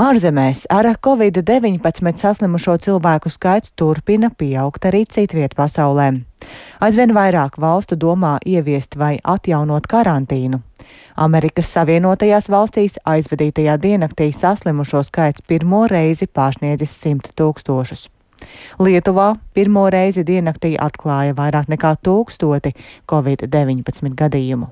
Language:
Latvian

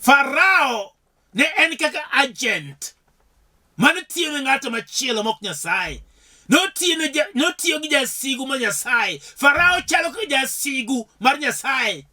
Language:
Luo (Kenya and Tanzania)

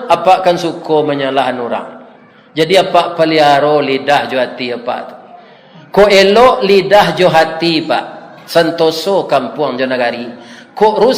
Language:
Minangkabau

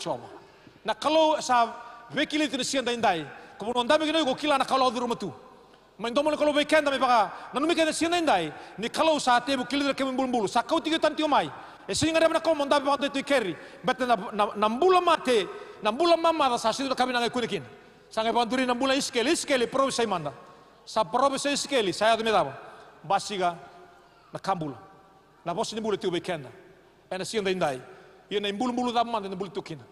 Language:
Fijian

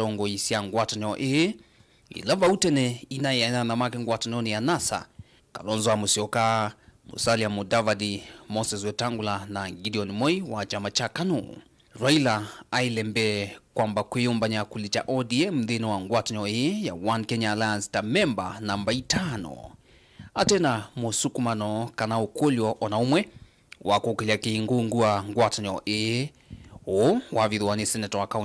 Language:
Kamba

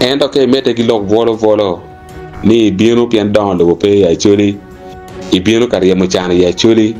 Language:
Acoli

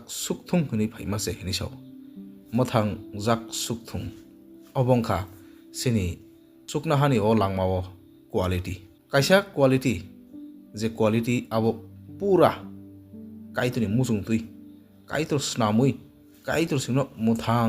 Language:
Kok Borok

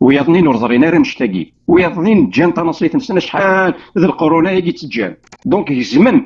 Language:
Kabyle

